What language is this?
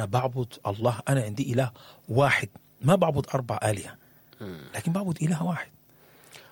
Sudanese Arabic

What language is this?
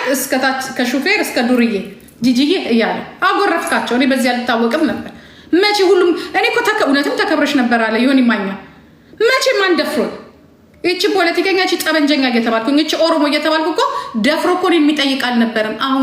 Amharic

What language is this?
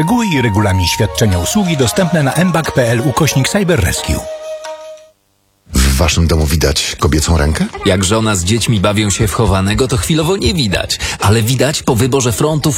Polish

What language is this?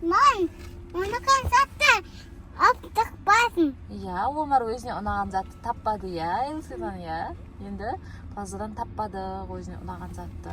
Kazakh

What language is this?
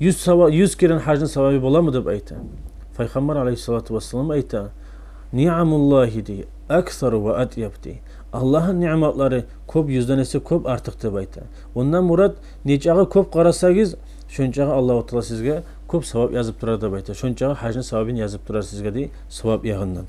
Kumyk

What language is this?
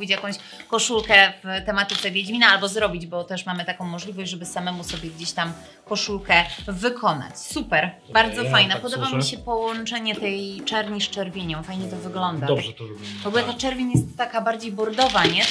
Polish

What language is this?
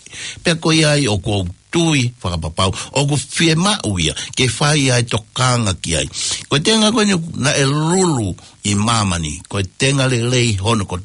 Tongan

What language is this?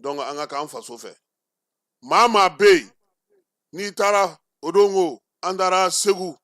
Bambara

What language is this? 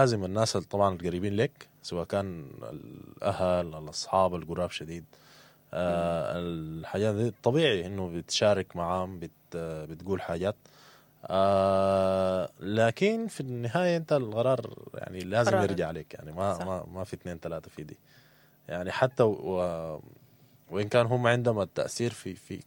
Sudanese Arabic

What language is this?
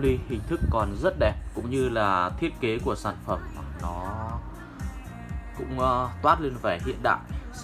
Vietnamese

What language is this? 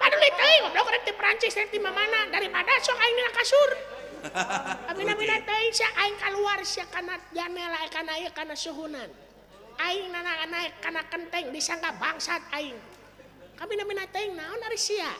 Sundanese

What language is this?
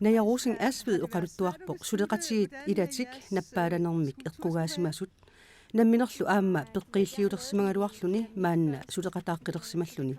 Kalaallisut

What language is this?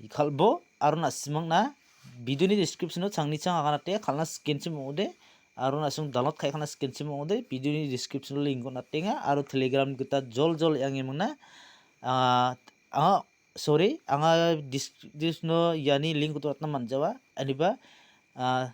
Garo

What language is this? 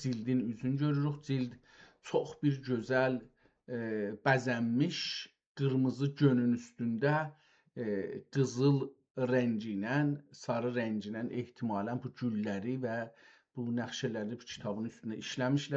South Azerbaijani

